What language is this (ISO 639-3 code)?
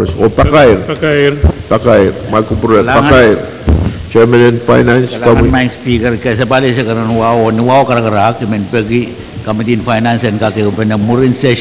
pon